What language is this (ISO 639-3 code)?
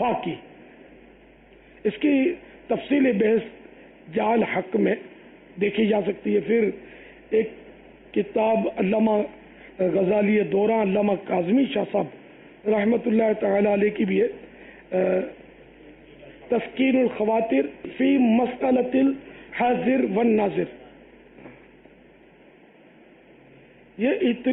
urd